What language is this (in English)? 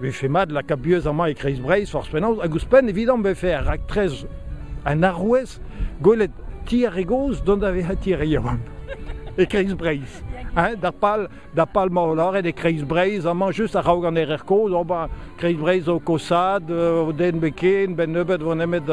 Breton